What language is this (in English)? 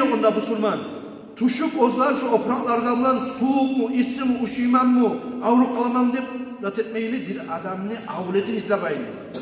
Kumyk